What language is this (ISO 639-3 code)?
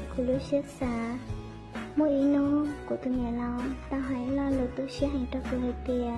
hmn